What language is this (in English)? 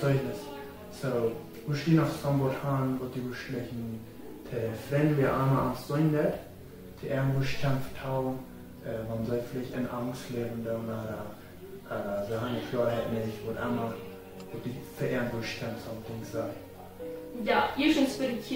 Plautdietsch